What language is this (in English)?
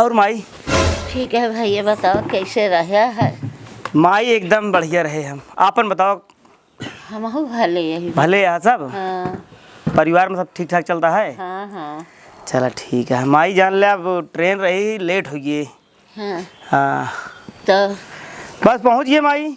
Awadhi